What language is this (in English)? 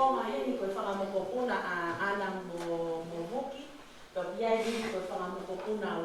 Tongan